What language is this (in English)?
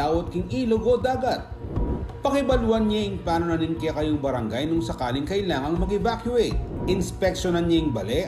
Pampanga